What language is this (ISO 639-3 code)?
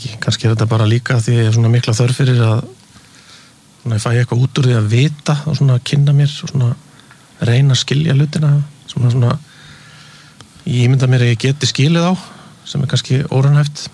isl